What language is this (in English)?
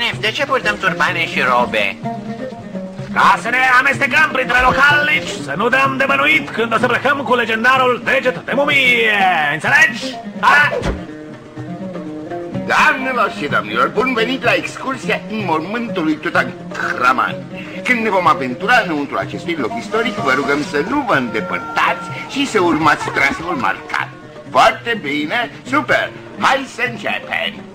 Romanian